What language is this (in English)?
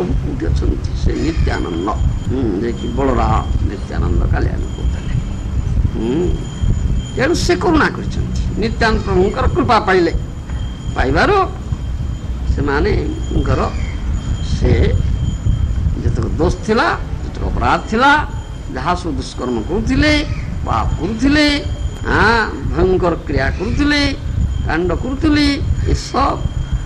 Odia